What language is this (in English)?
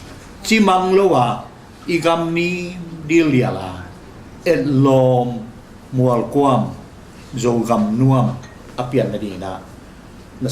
Tedim Chin